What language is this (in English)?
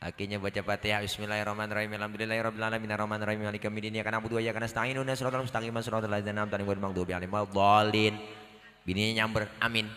Betawi